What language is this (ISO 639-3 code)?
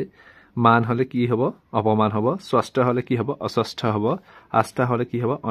asm